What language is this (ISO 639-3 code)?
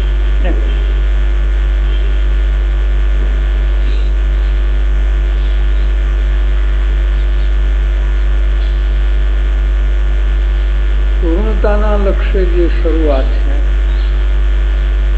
guj